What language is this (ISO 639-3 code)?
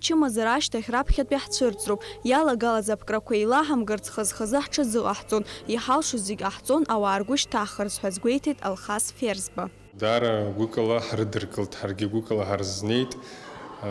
abk